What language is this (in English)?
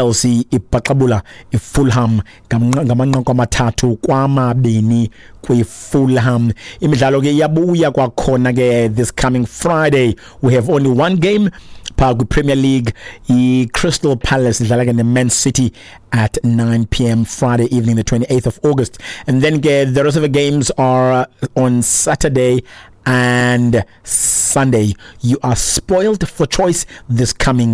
Xhosa